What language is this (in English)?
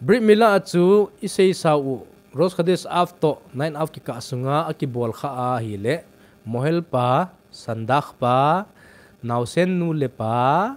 Thado Chin